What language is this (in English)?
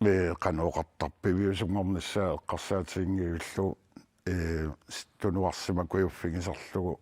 Kalaallisut